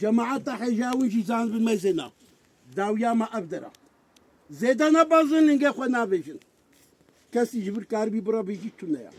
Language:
Kurdish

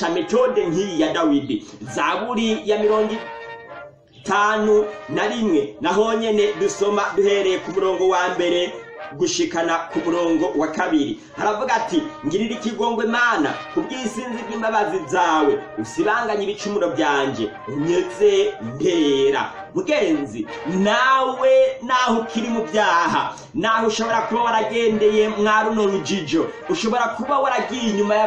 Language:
Rundi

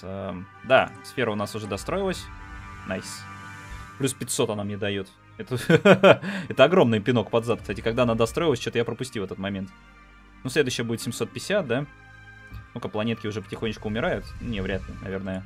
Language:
Russian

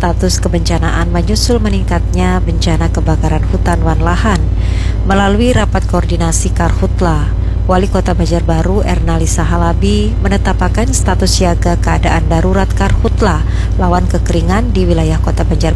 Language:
Banjar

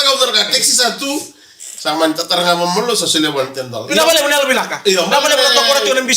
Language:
Fijian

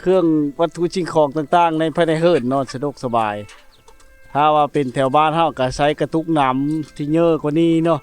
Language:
Lao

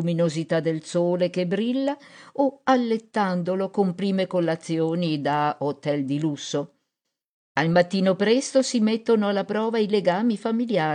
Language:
Italian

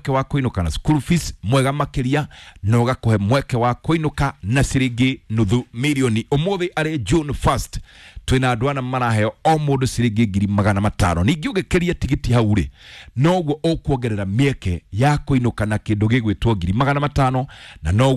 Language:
Kikuyu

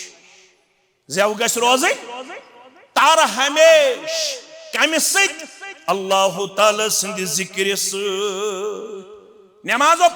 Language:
Kashmiri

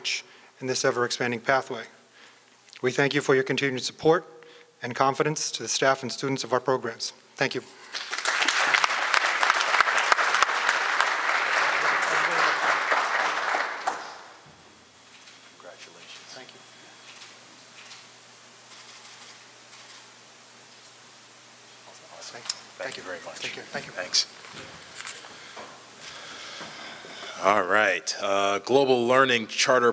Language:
English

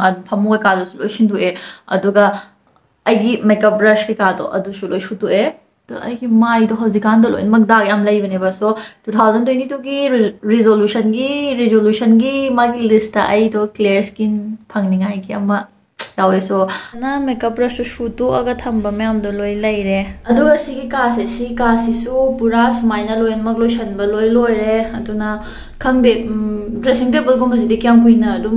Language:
Manipuri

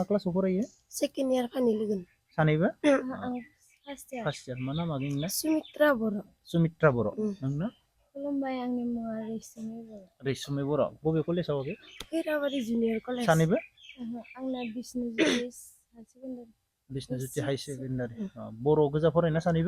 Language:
Bodo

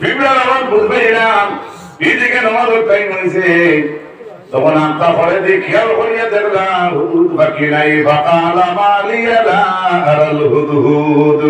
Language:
Sylheti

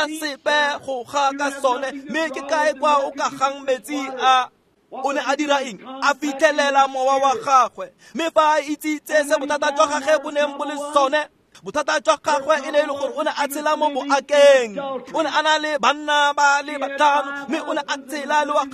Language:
Tswana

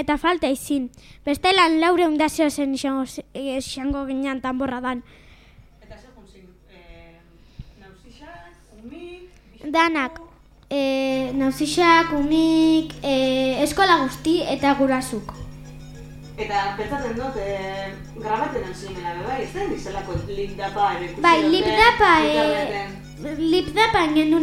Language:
Basque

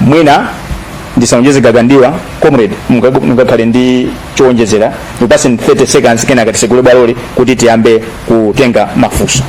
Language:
Nyanja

